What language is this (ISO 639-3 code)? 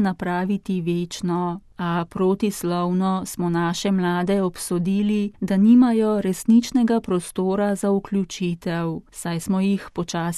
slv